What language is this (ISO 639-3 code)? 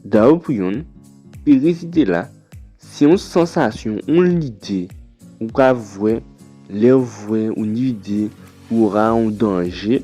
gcf